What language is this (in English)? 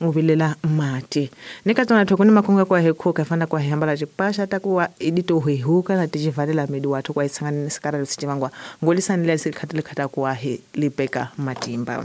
Tsonga